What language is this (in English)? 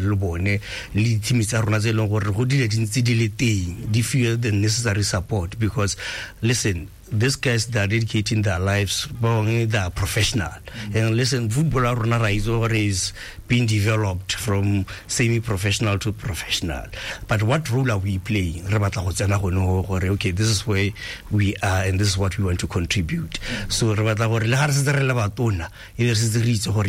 Tswana